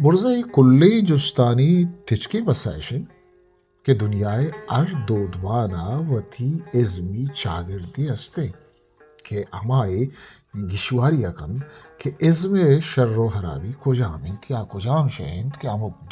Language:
Eastern Balochi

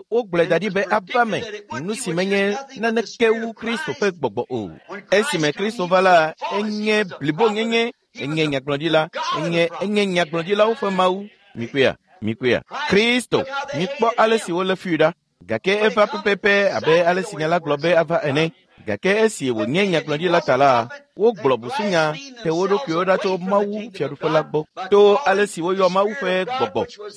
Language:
Ewe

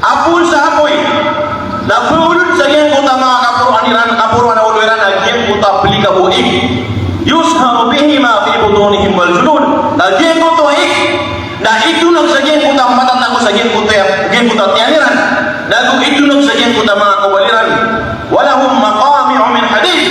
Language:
Maranao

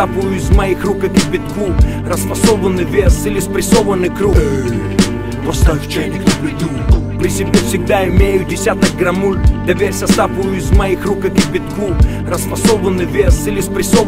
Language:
Russian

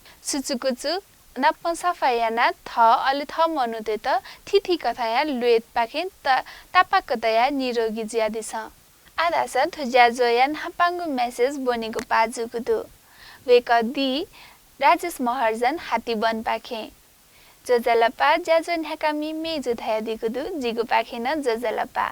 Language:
Newari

